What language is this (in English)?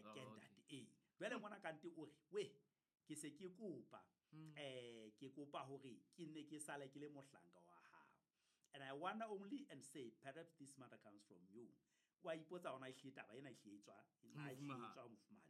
Southern Sotho